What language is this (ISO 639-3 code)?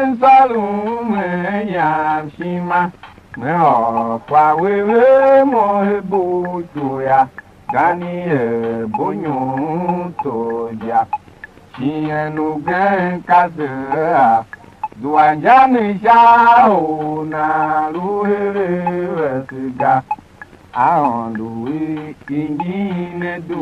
tiv